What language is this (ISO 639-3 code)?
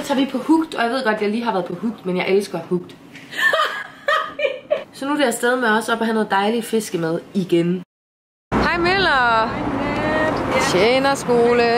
dan